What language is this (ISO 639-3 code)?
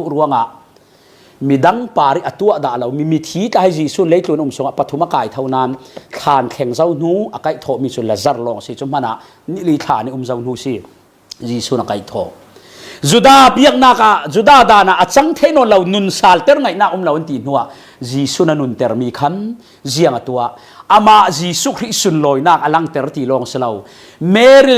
cfm